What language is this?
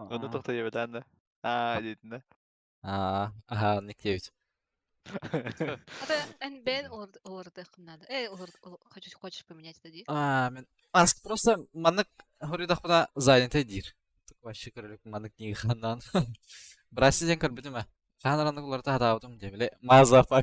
Yakut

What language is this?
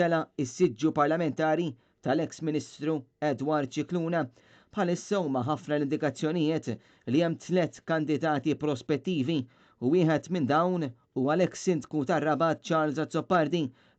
Maltese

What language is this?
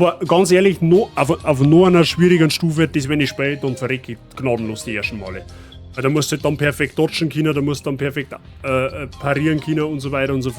Bavarian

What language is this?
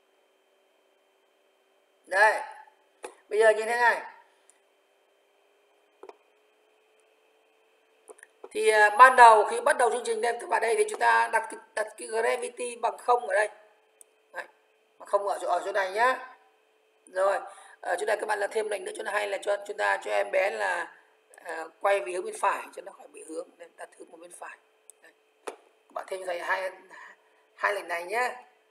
Vietnamese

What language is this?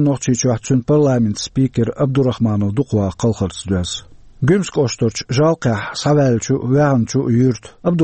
Chechen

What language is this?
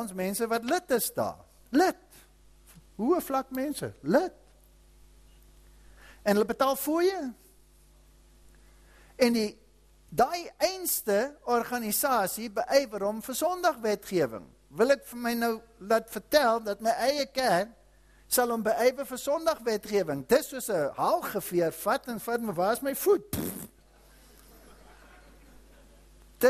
Afrikaans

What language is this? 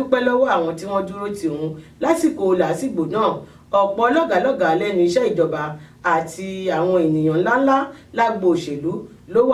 Yoruba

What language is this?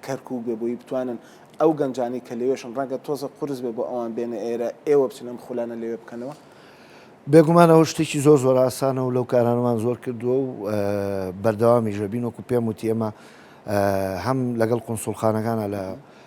Central Kurdish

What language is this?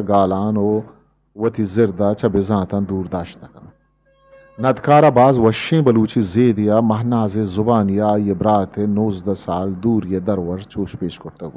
Eastern Balochi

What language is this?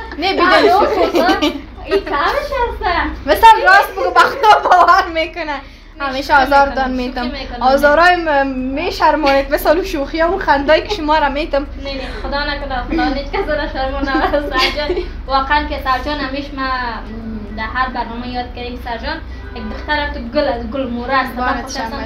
Persian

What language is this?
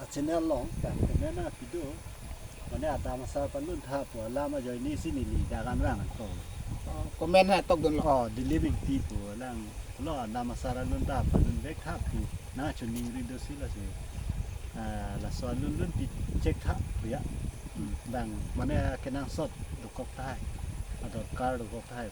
Karbi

